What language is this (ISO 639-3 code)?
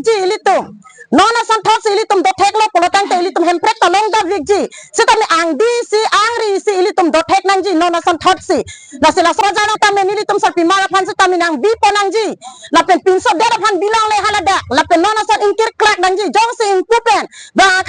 mjw